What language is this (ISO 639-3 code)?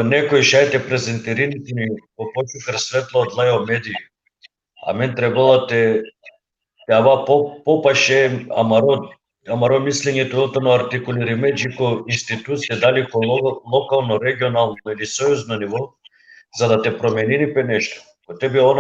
rmn